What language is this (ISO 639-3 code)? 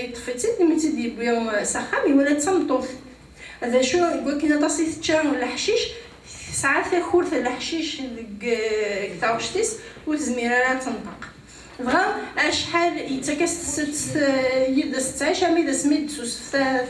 kab